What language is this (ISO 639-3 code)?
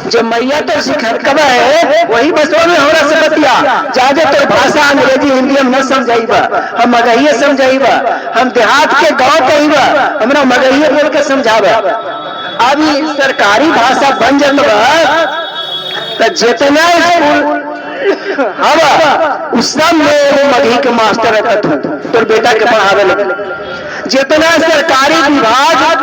mag